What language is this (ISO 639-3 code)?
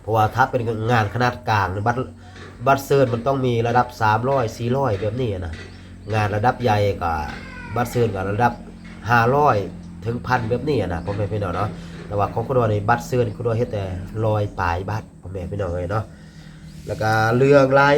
lao